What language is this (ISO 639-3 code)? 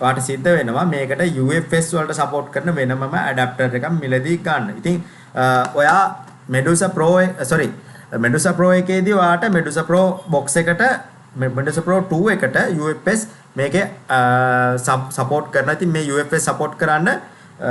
sin